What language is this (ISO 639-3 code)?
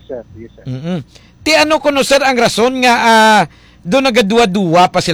hil